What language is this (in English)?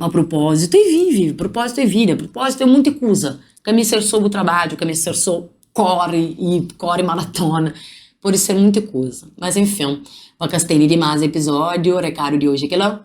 Kabuverdianu